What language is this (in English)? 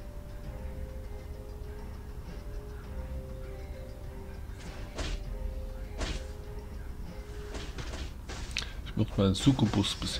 German